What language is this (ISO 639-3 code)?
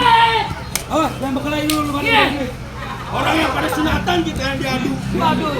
bew